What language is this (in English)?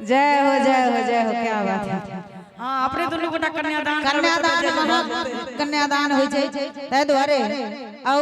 Maithili